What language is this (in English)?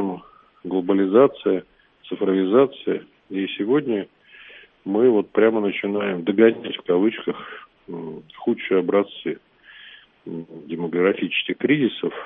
Russian